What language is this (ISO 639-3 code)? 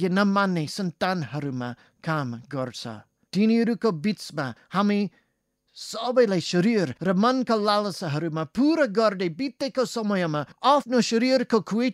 nep